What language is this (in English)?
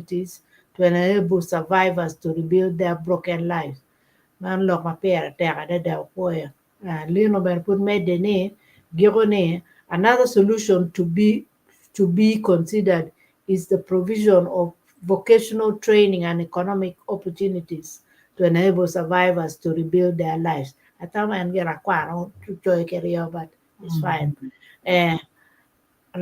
Acoli